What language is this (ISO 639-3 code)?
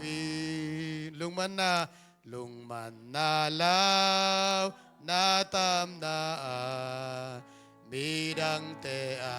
ctd